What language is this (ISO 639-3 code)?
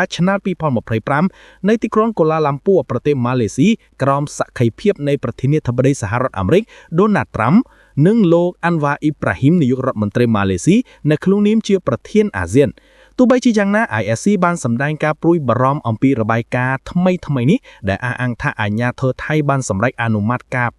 khm